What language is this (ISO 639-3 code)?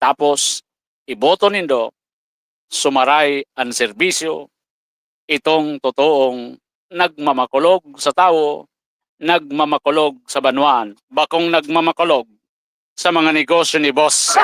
bik